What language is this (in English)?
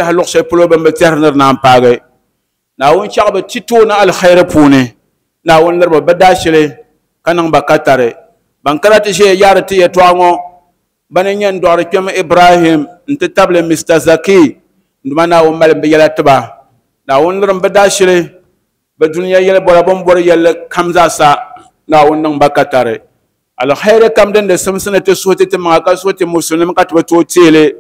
Dagbani